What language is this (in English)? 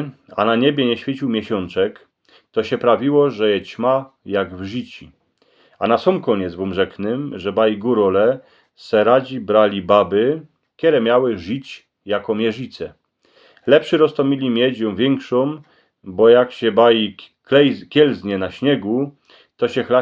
Silesian